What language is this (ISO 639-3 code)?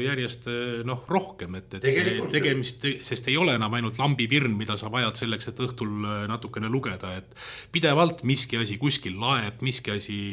est